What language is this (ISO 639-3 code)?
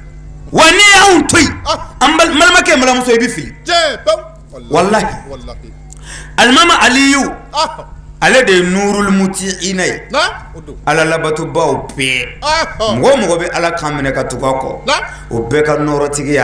bam